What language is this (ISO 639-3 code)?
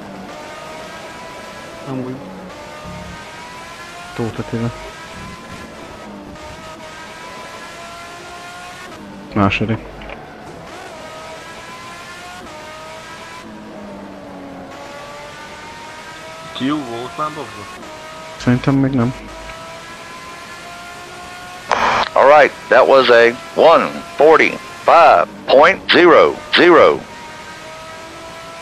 hun